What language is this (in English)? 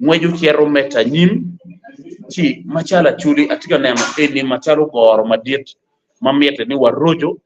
Acoli